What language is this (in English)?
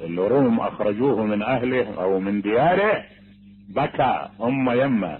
Mesopotamian Arabic